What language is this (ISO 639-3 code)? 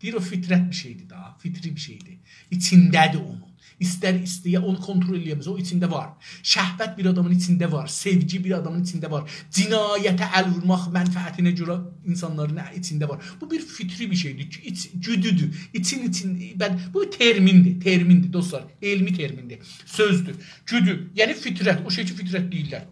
azb